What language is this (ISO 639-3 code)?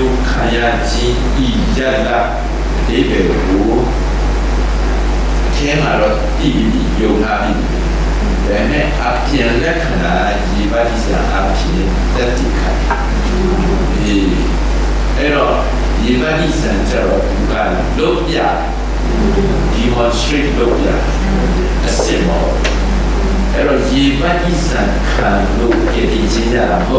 mya